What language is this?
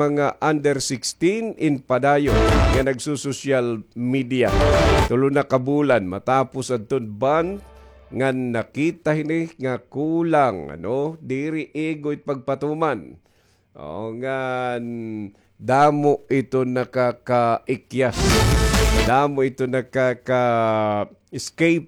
Waray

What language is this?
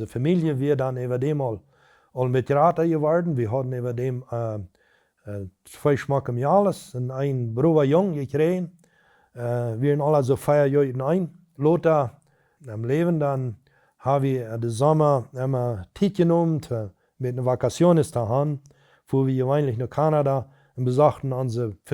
Plautdietsch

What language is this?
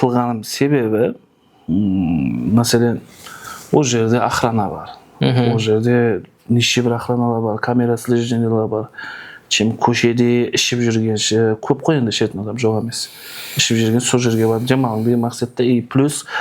Kara-Kalpak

